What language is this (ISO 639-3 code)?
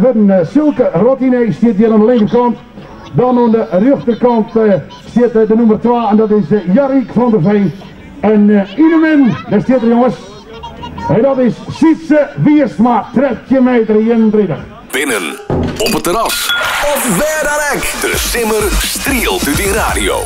fry